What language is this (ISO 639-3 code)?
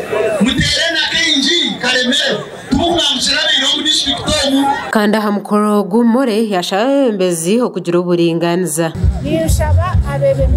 nyn